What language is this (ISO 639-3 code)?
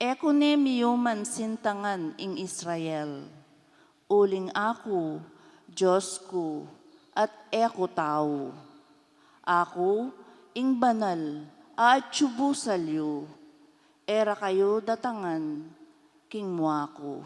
pam